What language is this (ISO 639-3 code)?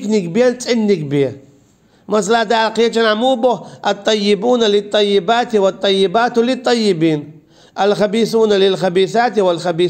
che